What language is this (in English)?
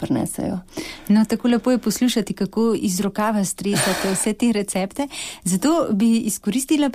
Slovenian